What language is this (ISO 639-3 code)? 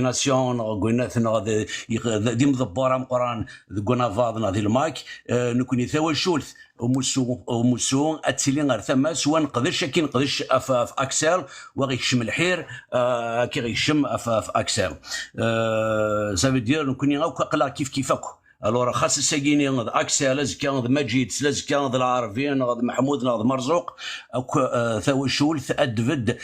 kab